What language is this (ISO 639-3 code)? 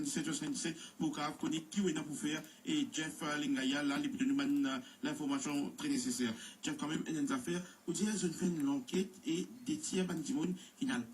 mfe